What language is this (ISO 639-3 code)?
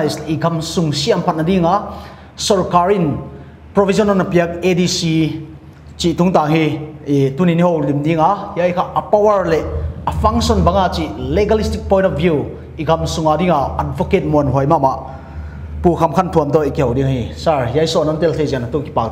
pck